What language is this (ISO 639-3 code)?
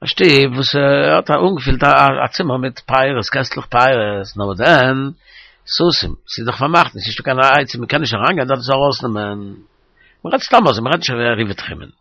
yid